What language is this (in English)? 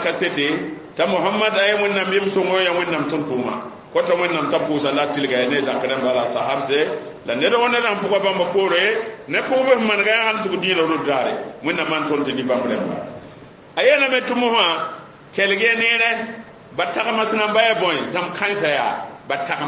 Mossi